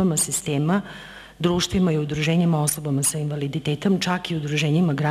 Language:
Serbian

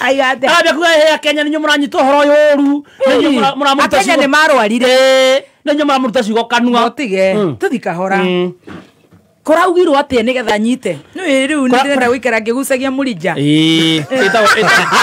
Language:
Kikuyu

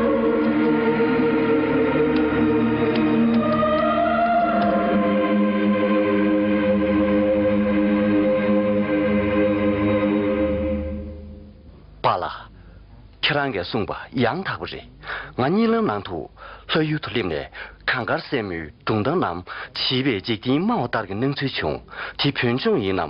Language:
Tibetan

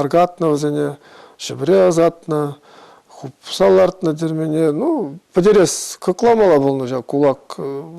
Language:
Chuvash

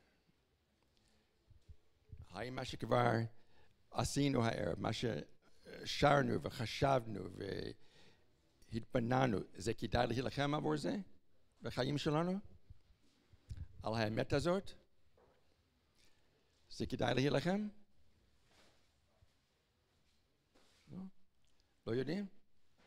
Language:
Hebrew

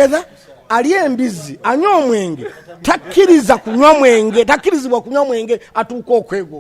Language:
Ganda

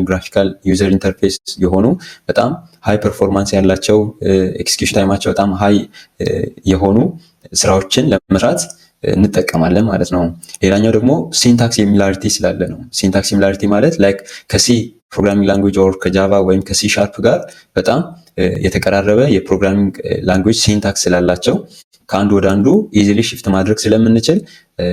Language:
Amharic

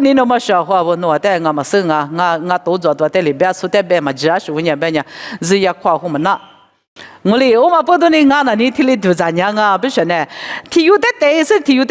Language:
Lisu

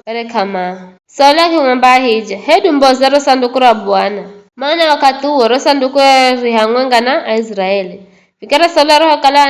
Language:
Giryama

